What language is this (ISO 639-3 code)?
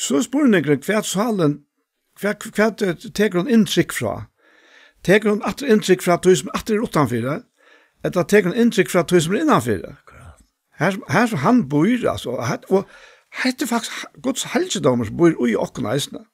fao